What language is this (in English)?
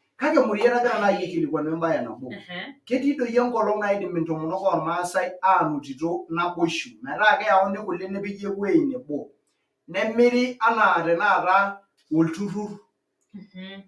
Masai